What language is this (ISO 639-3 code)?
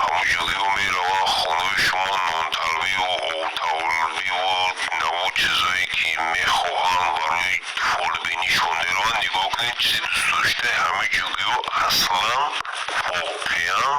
tgk